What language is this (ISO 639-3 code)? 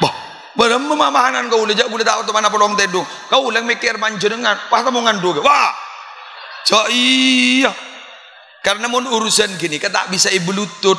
mad